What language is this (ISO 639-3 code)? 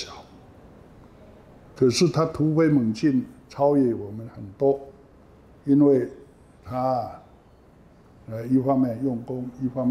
zho